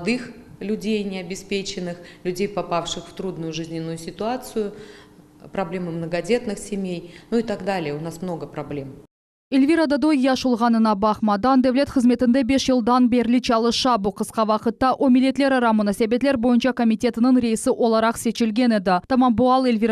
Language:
Crimean Tatar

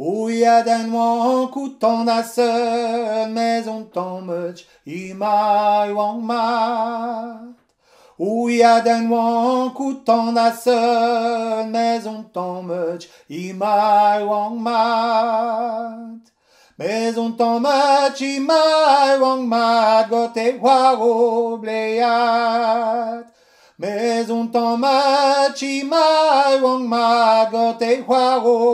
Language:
Breton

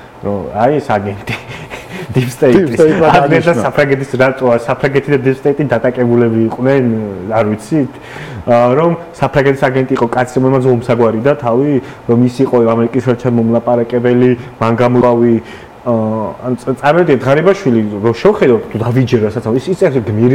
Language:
Georgian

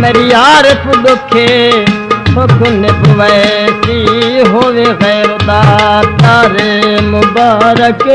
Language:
Saraiki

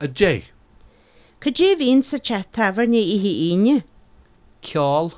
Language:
Irish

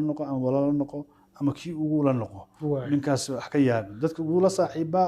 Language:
Somali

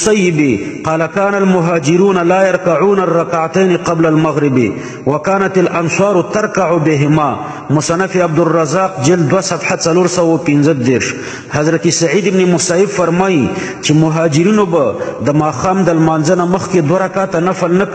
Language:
Pashto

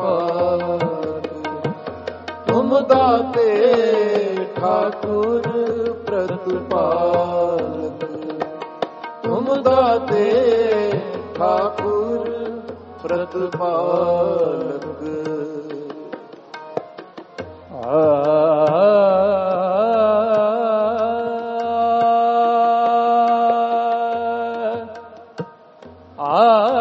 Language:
Punjabi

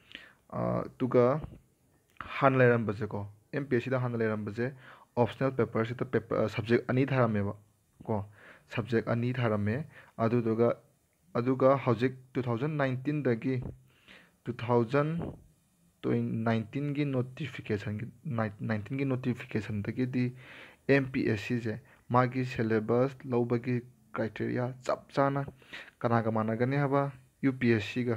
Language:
Manipuri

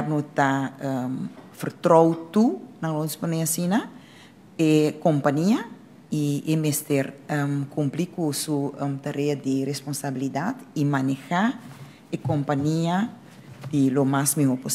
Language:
Papiamento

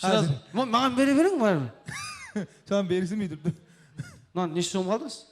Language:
Kara-Kalpak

